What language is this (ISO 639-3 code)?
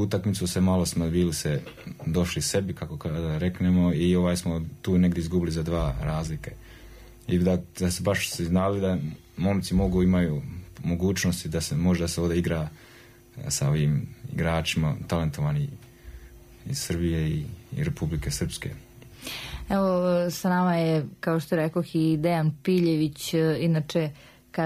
srp